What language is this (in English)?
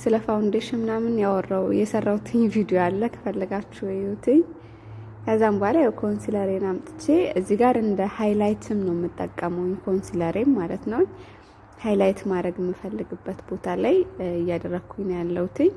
Amharic